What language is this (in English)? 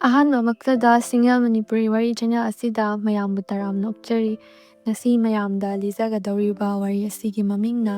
Manipuri